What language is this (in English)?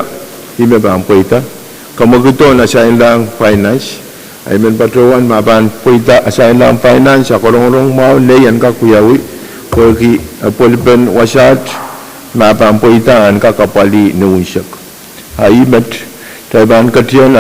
Pohnpeian